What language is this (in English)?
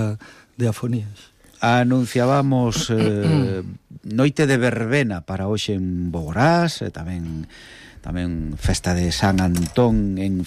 Galician